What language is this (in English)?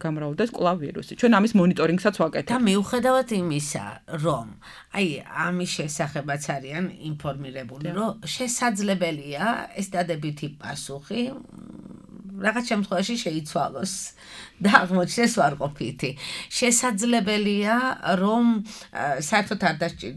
Georgian